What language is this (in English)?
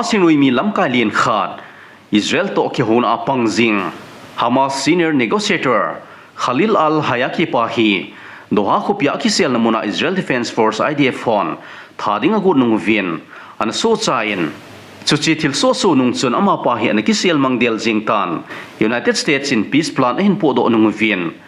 Thado Chin